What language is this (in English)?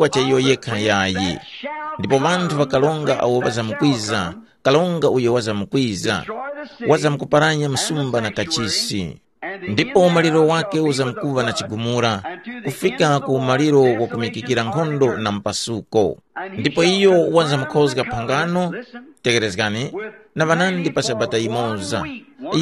Tumbuka